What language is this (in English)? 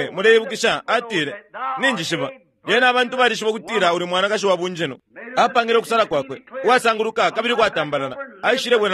Bemba